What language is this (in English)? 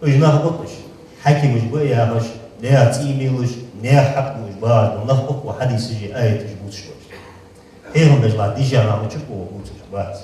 Ingush